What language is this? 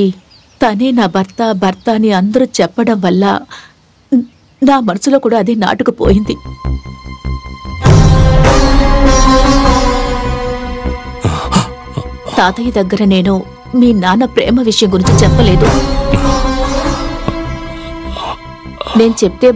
Telugu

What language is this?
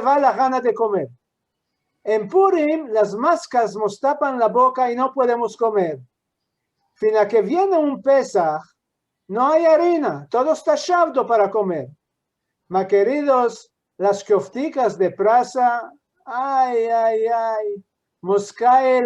Ladino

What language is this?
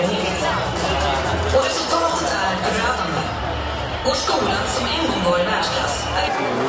Swedish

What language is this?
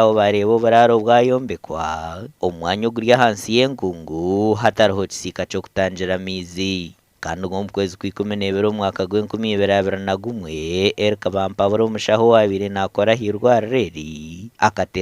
Nyankole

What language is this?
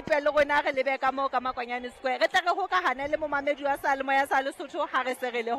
Southern Sotho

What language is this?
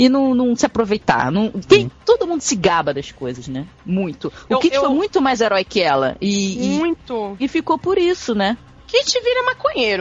Portuguese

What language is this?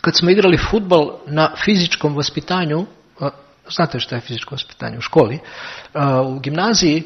Serbian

